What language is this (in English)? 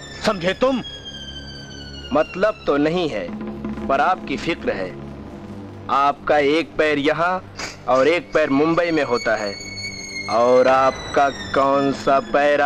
Hindi